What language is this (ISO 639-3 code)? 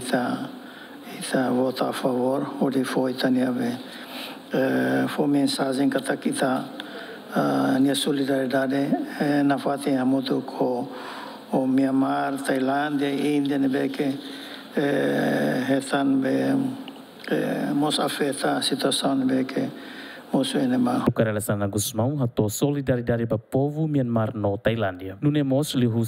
tet